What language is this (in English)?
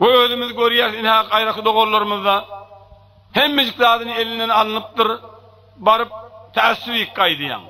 Turkmen